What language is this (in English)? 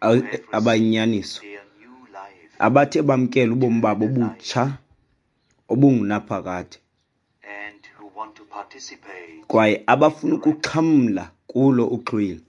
Xhosa